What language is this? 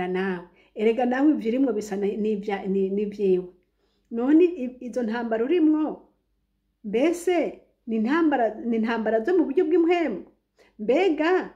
Rundi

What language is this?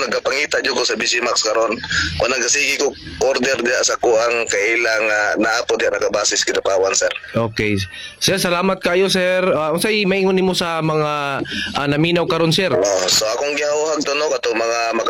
Cebuano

